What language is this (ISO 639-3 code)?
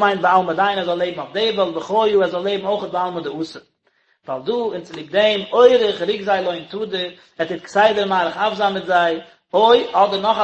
yid